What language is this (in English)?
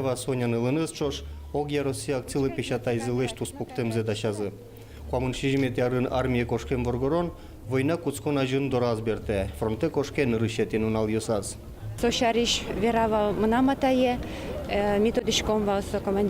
Udmurt